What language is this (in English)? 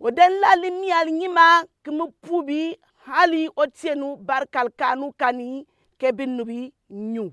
Gourmanchéma